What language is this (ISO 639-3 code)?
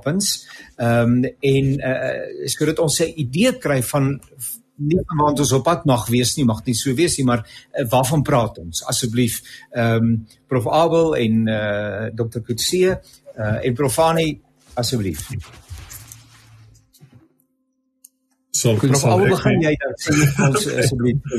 afr